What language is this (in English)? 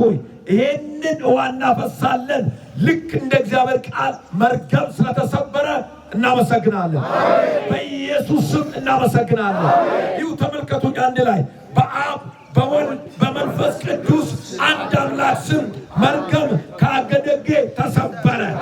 Amharic